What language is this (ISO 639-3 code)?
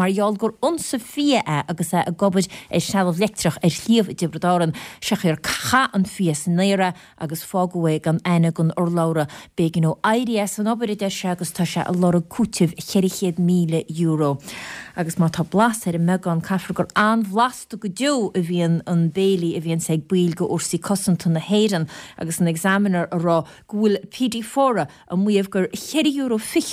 gle